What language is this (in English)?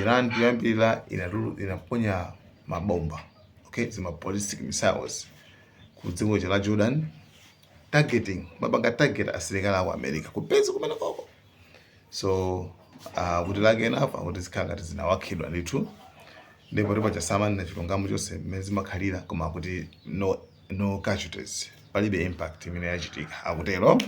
Nyanja